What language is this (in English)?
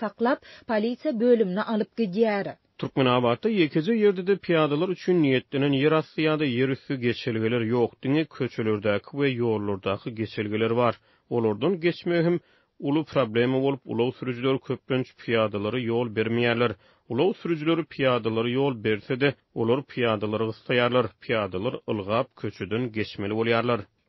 Turkmen